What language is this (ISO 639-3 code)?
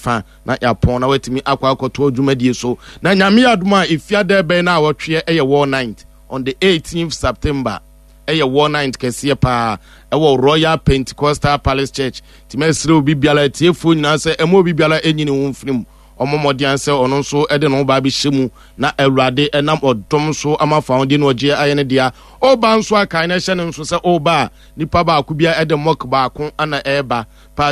aka